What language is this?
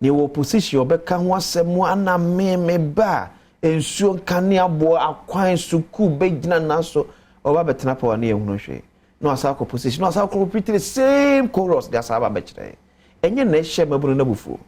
Akan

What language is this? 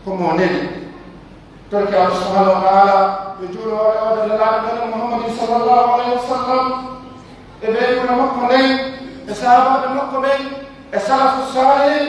Pular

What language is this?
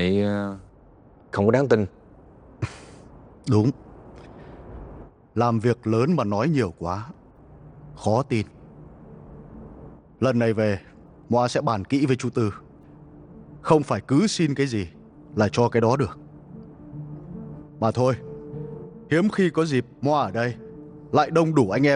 Vietnamese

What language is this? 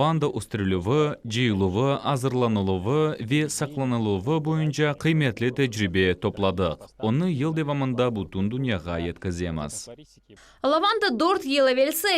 Crimean Tatar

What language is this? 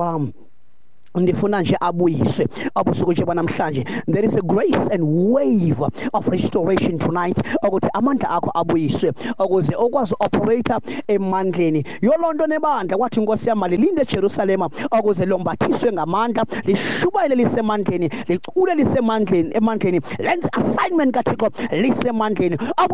Xhosa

